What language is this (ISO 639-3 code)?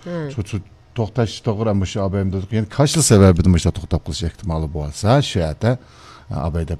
uig